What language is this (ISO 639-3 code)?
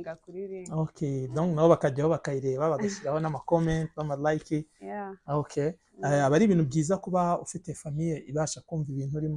kin